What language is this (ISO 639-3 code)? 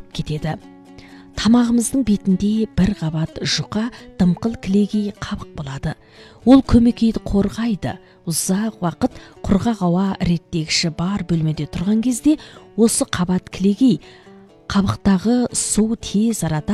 kaz